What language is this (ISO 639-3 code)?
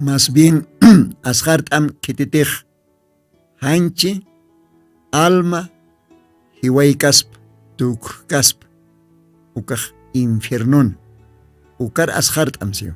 aym